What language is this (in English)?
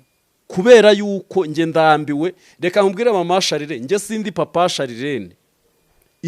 Kinyarwanda